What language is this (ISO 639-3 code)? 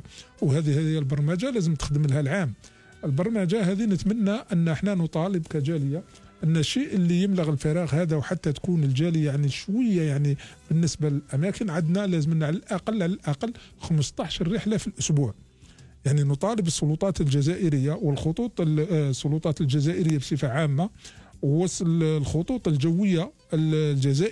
arq